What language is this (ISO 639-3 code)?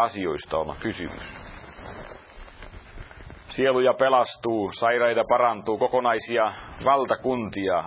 fin